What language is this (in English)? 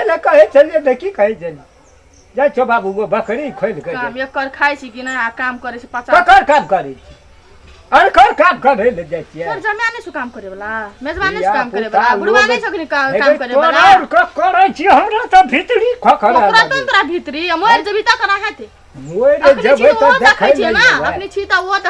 Maithili